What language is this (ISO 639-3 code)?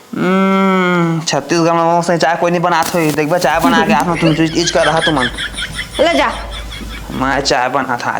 hne